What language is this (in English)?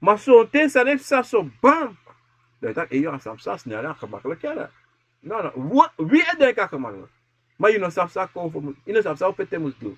Sranan Tongo